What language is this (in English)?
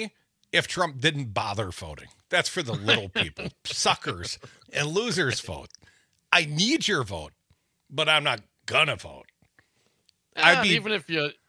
English